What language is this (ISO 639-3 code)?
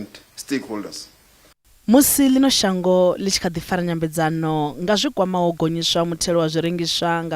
ven